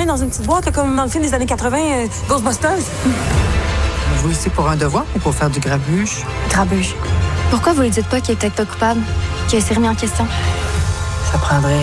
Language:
French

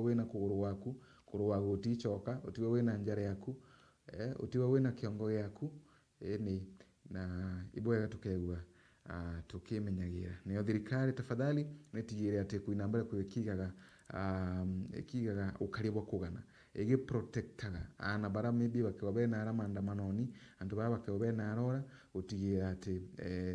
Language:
Meru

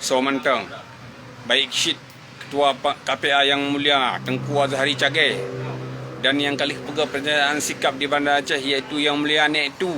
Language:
Achinese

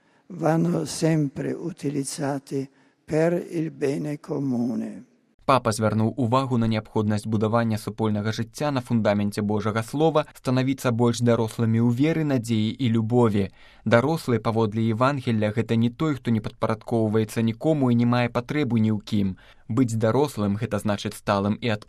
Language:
Belarusian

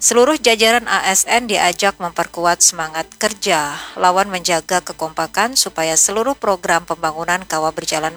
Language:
Banjar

